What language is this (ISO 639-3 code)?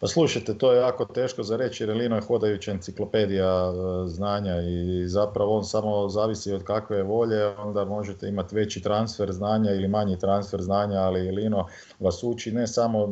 hrv